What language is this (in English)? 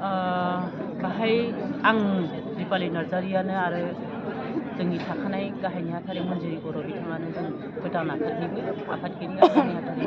Bodo